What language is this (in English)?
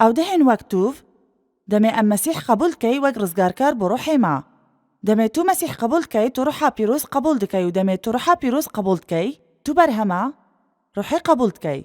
Kurdish